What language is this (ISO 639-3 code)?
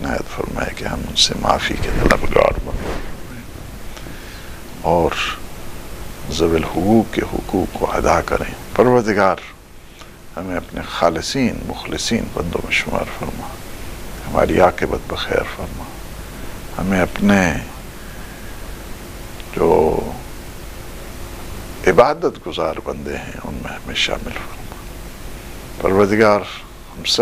urd